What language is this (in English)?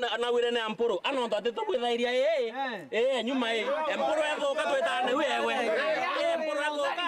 Meru